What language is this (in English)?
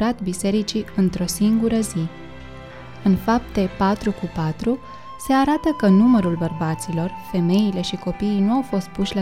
Romanian